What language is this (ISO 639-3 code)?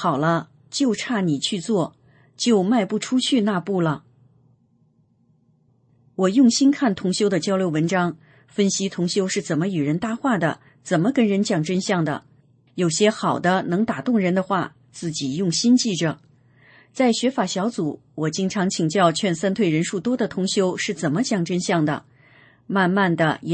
zho